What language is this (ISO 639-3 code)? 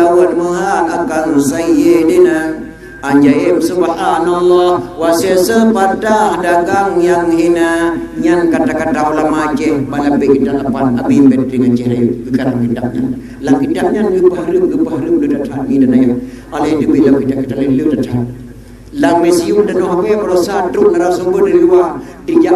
ace